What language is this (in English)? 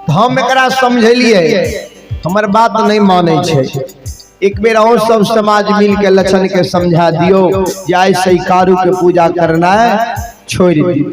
Maithili